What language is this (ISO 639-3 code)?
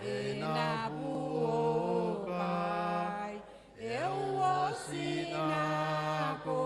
gil